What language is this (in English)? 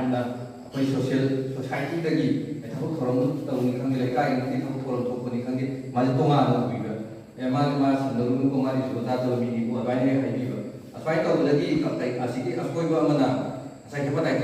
Manipuri